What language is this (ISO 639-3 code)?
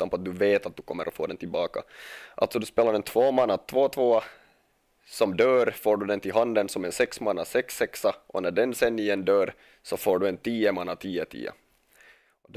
swe